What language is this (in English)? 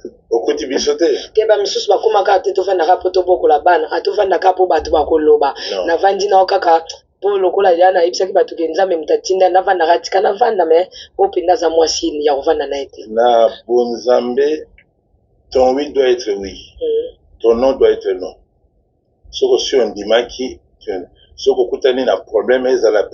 Lingala